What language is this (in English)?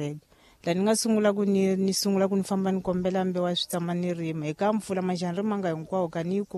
Tsonga